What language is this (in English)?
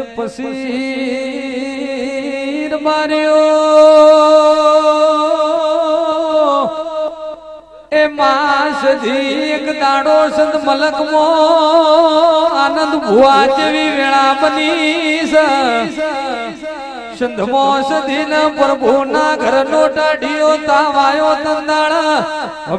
Gujarati